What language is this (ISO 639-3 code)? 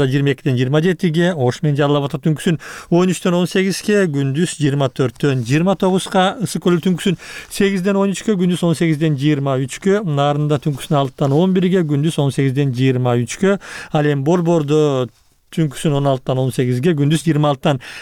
kir